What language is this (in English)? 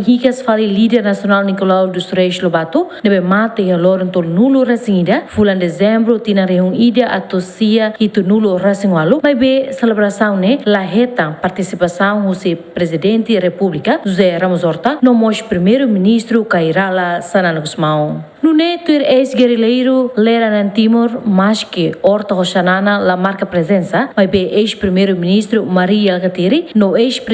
Tetum